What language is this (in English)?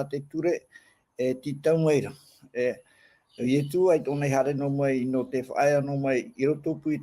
Tahitian